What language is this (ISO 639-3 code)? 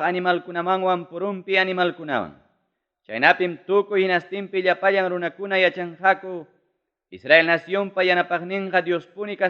quy